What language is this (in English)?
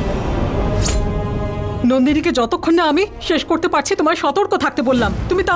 Bangla